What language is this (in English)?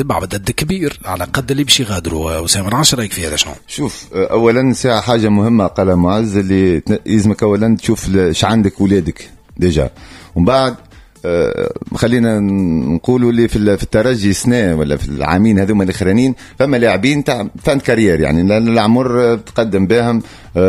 Tunisian Arabic